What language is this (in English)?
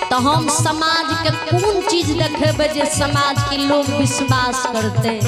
Maithili